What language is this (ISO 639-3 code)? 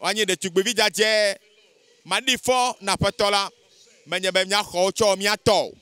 ewe